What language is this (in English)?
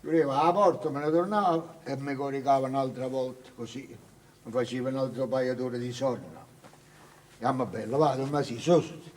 Neapolitan